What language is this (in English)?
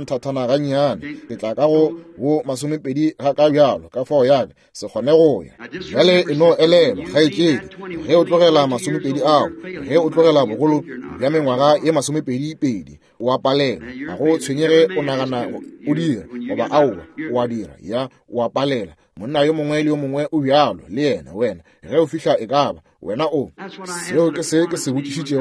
Northern Sotho